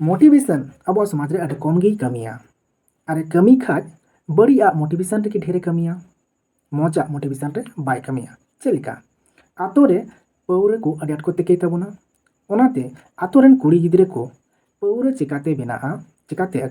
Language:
Santali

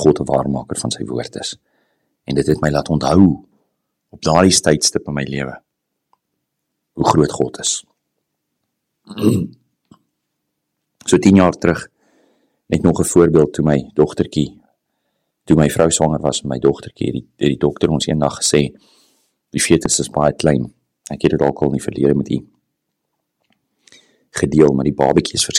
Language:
Afrikaans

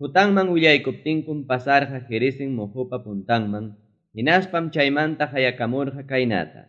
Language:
Ayacucho Quechua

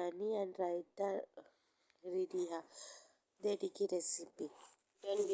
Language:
Konkani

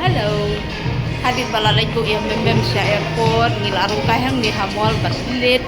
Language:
Khasi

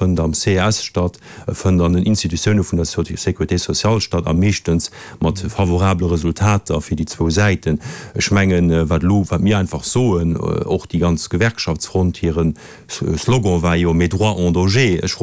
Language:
Luxembourgish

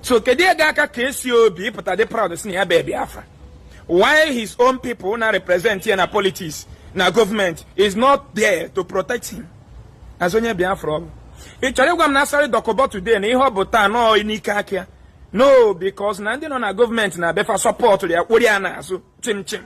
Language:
Igbo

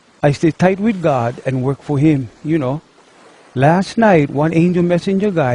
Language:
Hawai'i Creole English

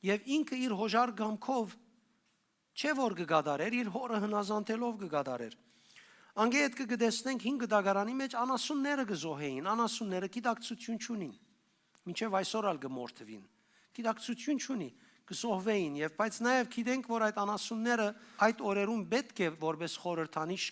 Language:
Western Armenian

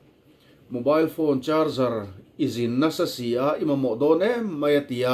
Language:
Mizo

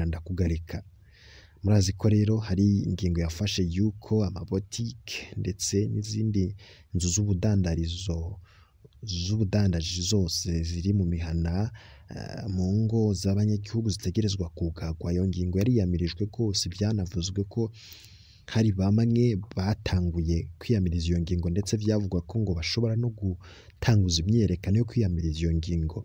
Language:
Rundi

